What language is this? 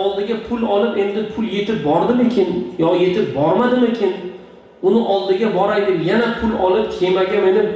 Uzbek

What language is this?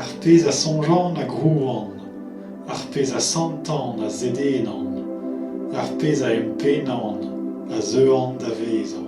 Breton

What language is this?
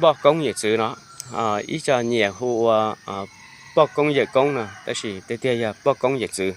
Hmong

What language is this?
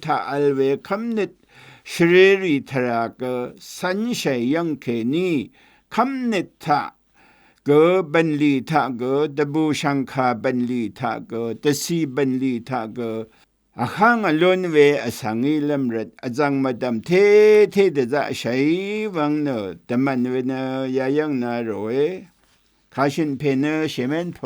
Rawang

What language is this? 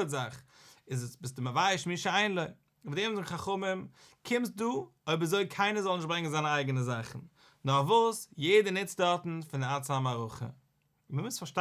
Yiddish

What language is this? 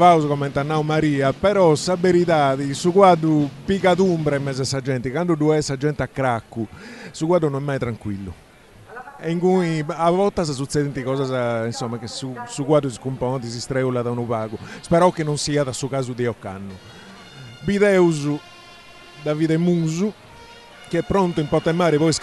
Sardinian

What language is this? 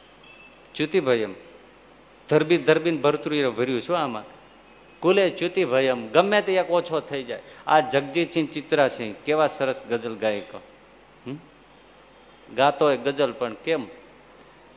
Gujarati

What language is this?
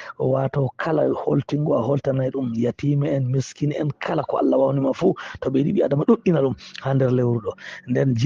Fula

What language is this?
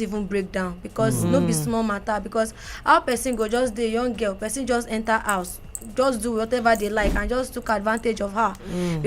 Nigerian Pidgin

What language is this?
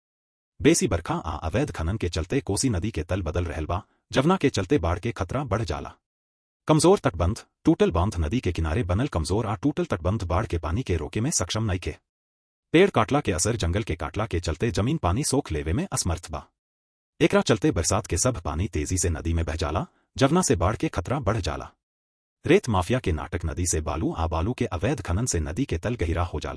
Bhojpuri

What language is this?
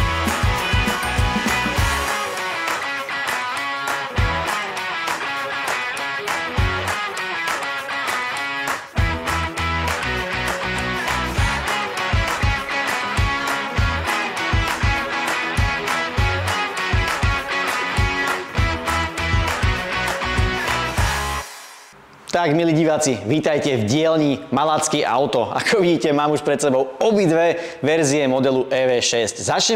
Slovak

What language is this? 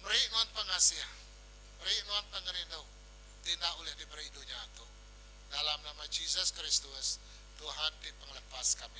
Iban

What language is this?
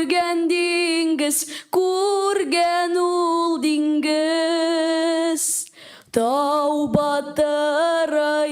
Tatar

